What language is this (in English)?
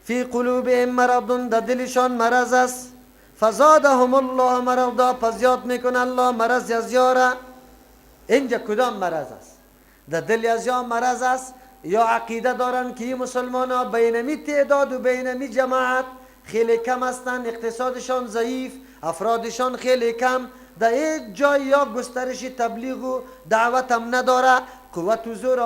Persian